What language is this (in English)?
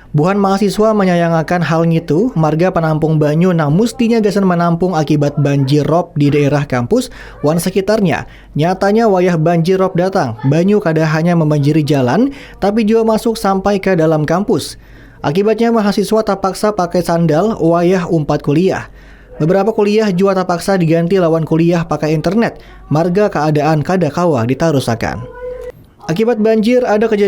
Banjar